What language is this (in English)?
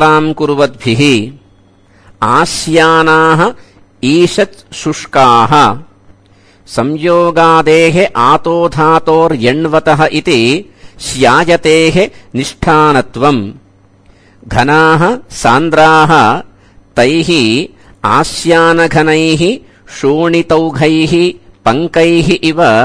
Sanskrit